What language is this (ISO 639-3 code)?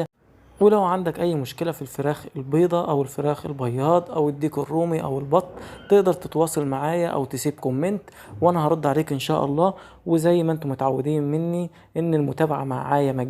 arz